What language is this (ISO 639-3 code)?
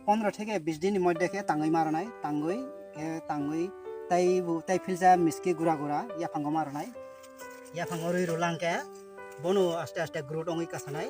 trp